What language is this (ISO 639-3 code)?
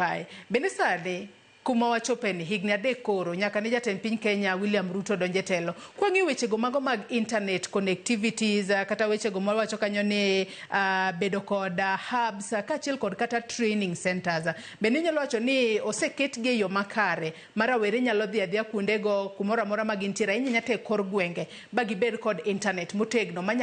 luo